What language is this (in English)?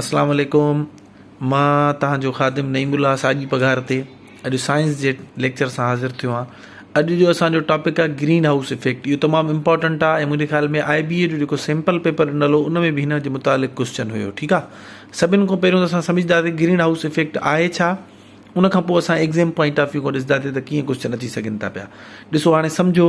Sindhi